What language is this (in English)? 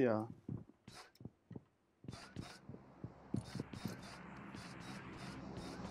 Turkish